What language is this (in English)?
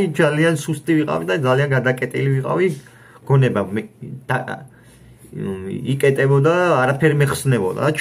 Georgian